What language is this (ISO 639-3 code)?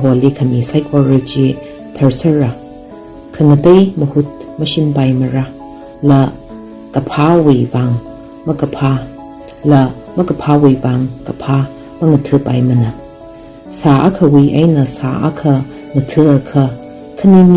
nmf